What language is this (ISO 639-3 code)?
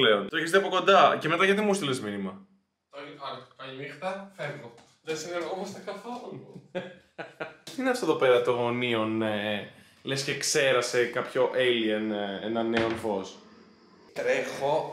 ell